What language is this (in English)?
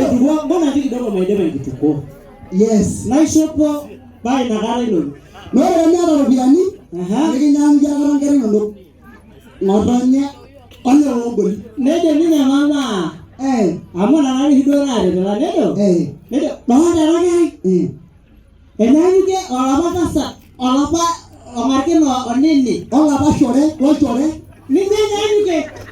Masai